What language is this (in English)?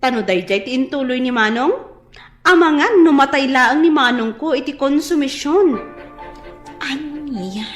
Iloko